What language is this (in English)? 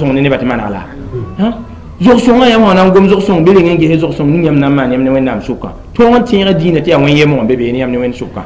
Mossi